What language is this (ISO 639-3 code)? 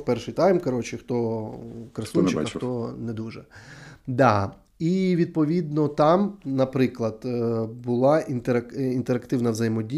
ukr